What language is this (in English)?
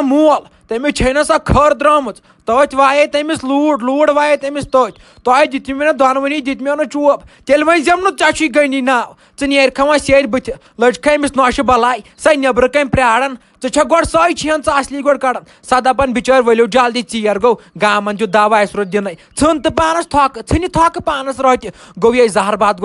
Kashmiri